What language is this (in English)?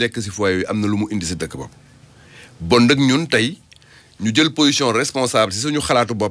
Wolof